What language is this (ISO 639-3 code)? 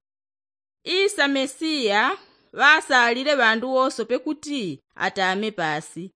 yao